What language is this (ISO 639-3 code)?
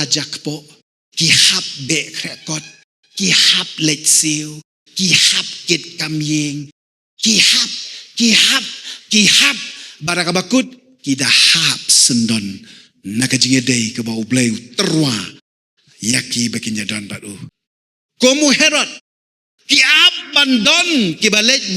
kha